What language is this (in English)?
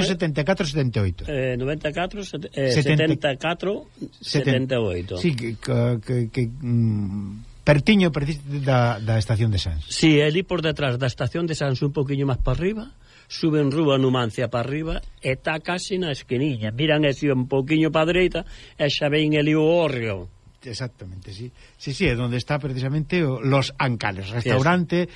Galician